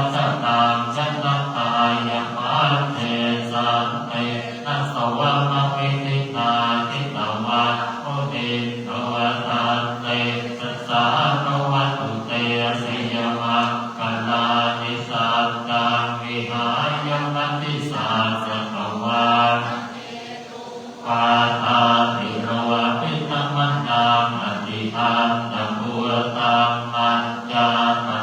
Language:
Pali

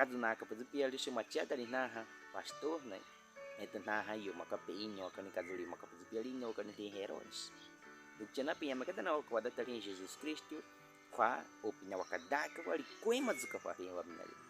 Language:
Baniwa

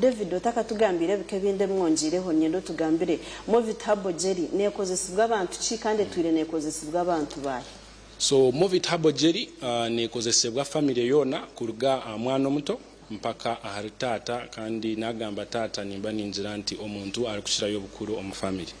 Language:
Nyankole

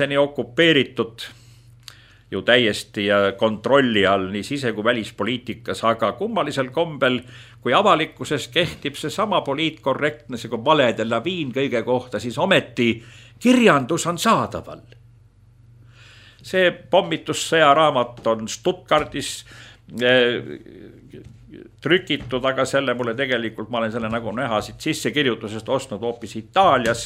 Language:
Estonian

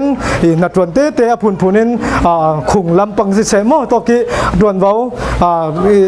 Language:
Falam Chin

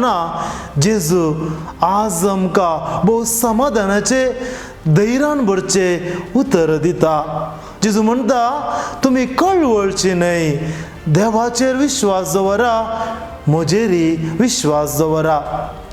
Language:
Konkani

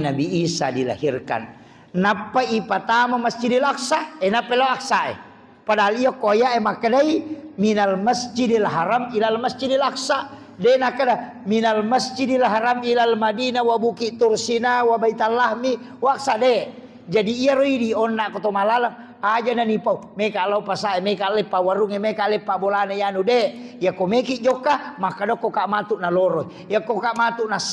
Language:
Buginese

